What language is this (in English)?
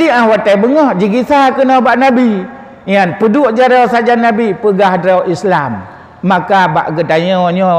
Achinese